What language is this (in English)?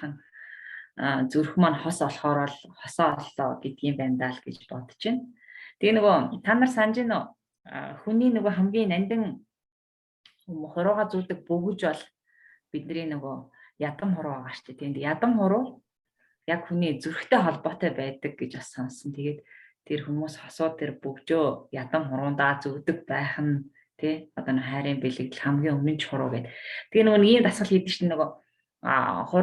Mongolian